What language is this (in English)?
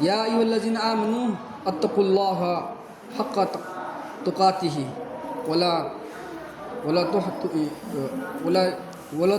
Manipuri